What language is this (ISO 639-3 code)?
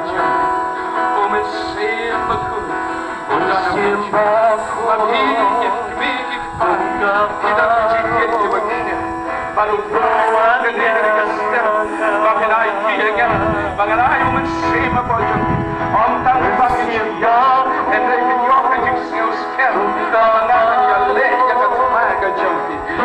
kha